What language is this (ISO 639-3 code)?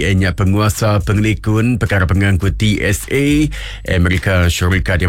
iba